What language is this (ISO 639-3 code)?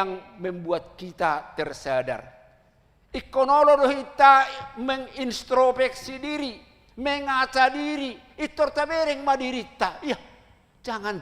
bbc